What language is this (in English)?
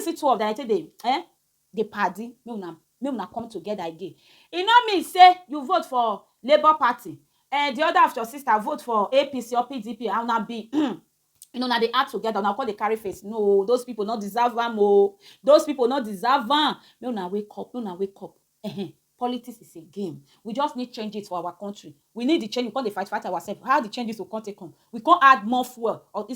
Nigerian Pidgin